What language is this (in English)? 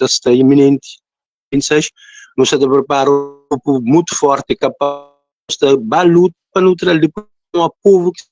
Kabuverdianu